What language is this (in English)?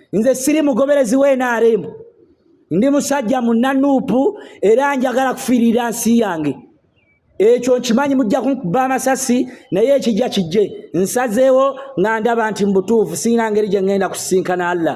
Ganda